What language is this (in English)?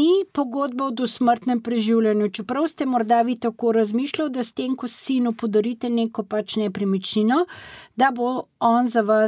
Slovenian